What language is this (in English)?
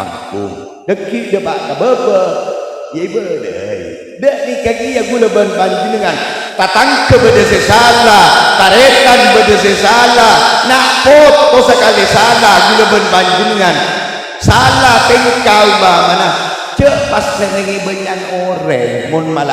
Madurese